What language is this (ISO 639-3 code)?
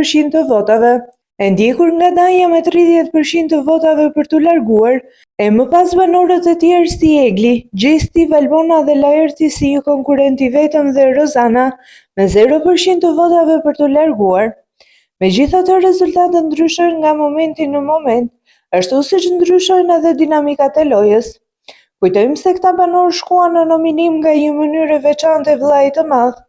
sqi